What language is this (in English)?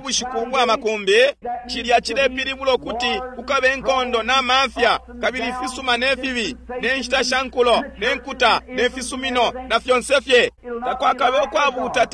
Bemba